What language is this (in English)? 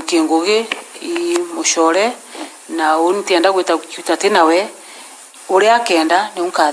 Meru